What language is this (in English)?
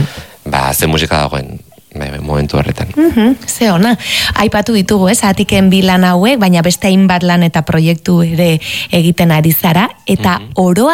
Basque